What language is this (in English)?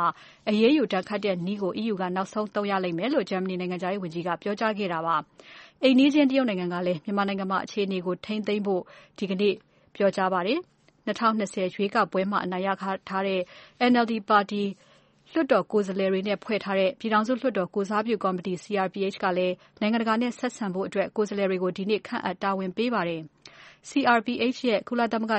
Burmese